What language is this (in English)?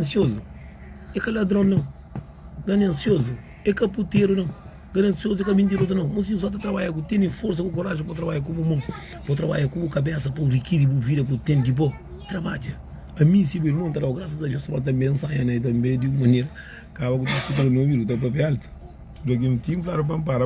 Kabuverdianu